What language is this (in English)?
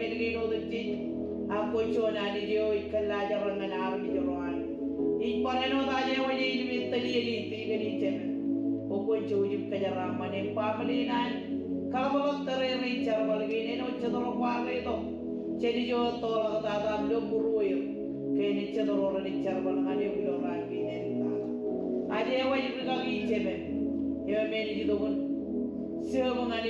Marshallese